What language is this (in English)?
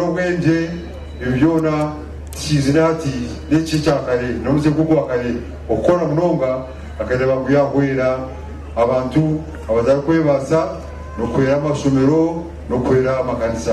Nyankole